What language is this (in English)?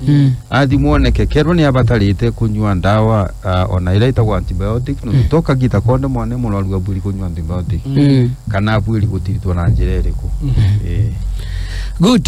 Meru